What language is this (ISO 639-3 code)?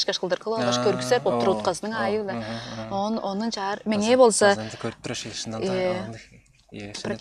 tyv